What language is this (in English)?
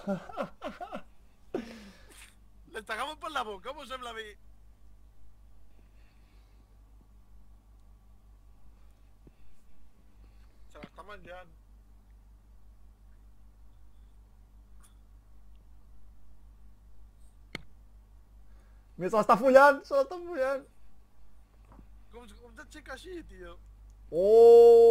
Catalan